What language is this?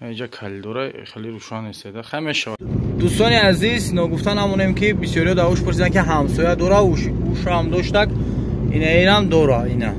Tajik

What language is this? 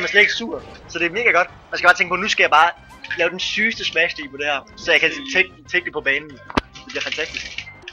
Danish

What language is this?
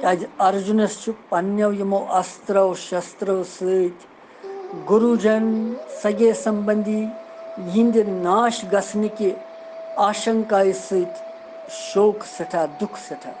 Kashmiri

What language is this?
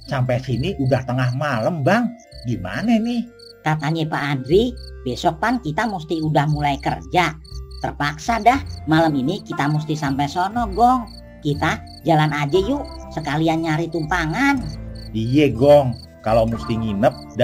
Betawi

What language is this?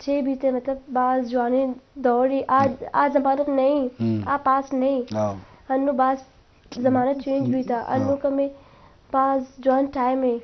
Eastern Balochi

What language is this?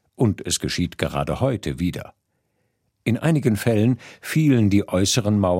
German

